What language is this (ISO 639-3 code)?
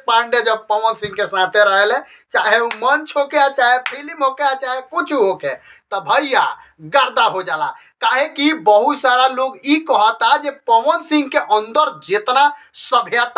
bho